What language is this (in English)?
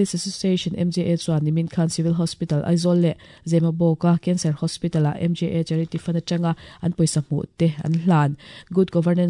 Mizo